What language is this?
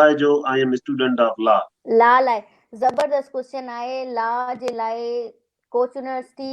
Sindhi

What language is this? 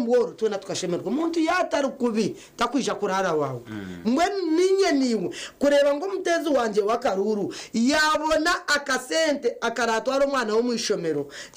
Nyankole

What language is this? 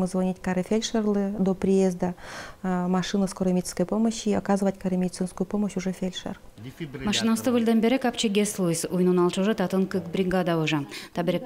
Udmurt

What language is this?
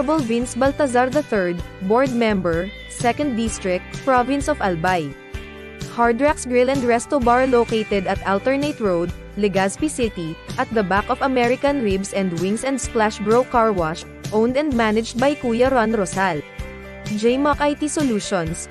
Bikol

